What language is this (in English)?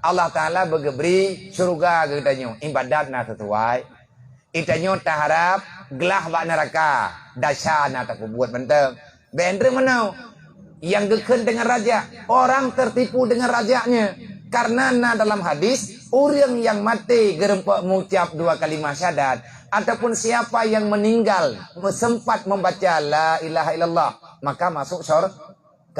Achinese